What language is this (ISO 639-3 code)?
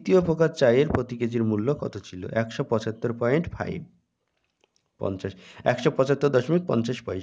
ben